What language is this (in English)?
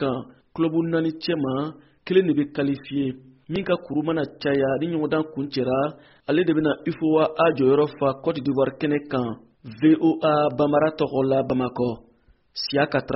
Bambara